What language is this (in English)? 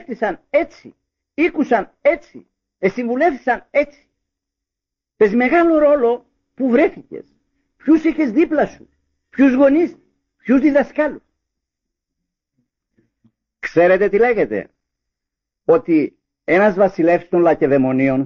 Greek